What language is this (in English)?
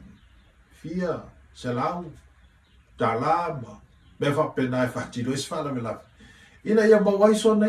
Samoan